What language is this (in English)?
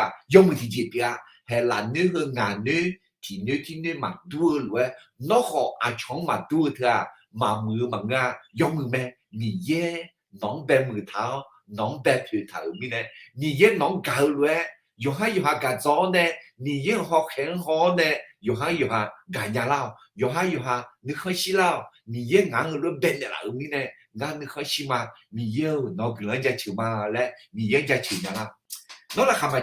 Akha